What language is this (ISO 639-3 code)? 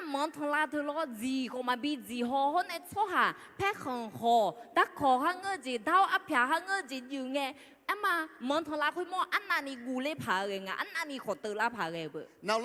ahk